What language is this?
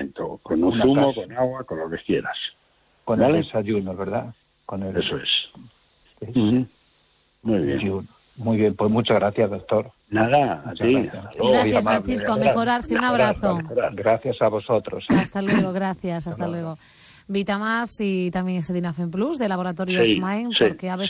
Spanish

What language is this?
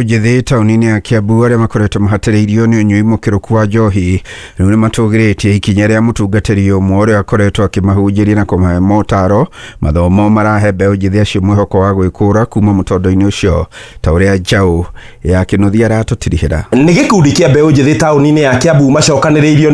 Kikuyu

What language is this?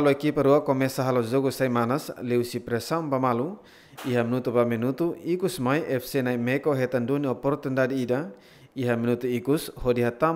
Tetum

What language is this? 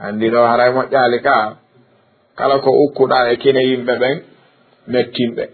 Fula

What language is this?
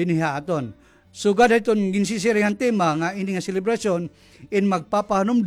Waray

